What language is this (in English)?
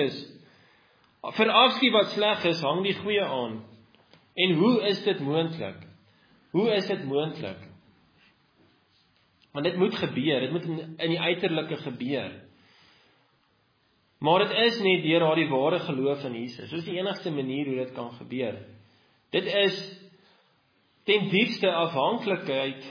Afrikaans